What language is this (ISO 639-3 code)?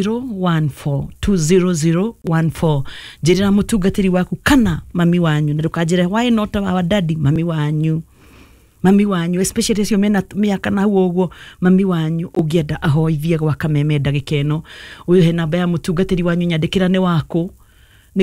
kik